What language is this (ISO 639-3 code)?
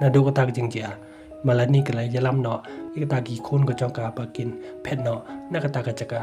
kha